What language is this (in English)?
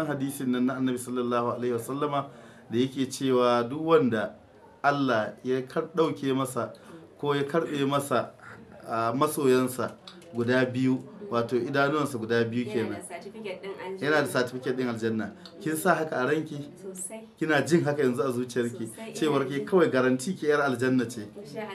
Hausa